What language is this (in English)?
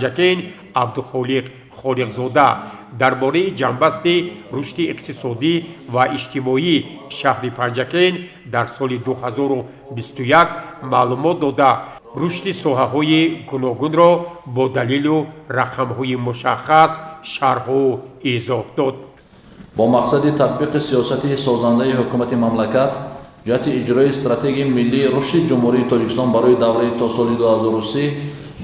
Tajik